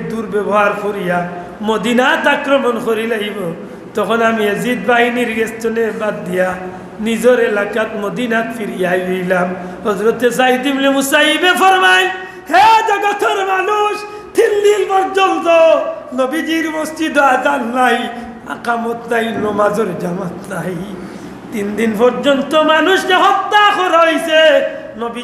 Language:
Sylheti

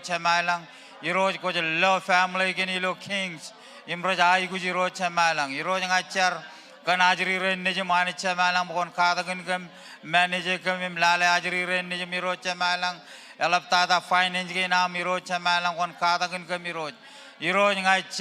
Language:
Marshallese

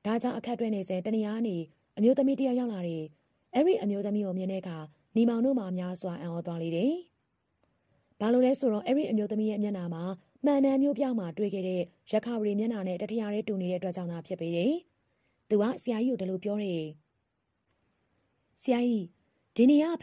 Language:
Burmese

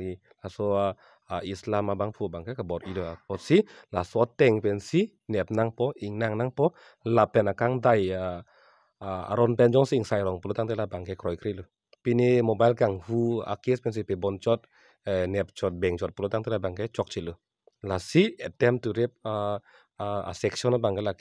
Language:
Karbi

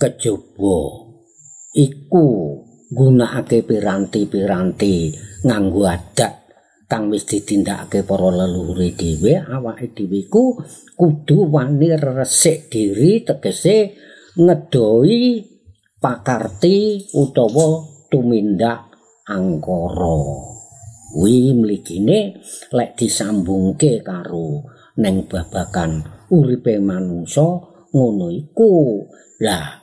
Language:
Javanese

